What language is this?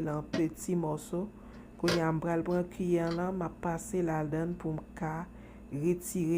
Haitian Creole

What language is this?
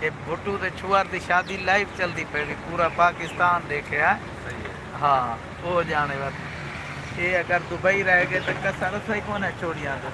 Saraiki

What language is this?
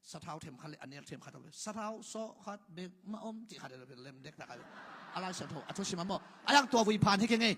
Tedim Chin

